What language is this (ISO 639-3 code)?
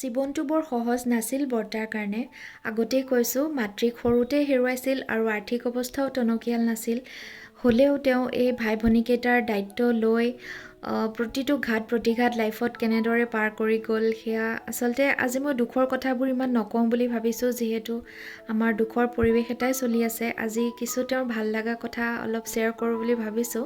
asm